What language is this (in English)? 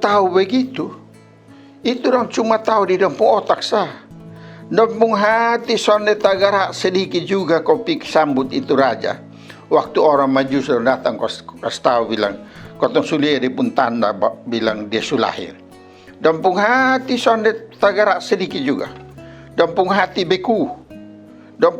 Kupang Malay